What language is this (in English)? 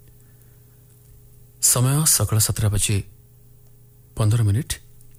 Odia